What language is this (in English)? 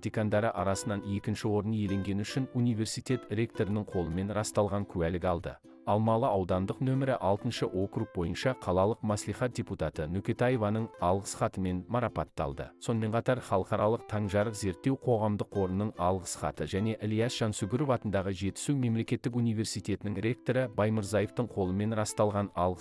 Kazakh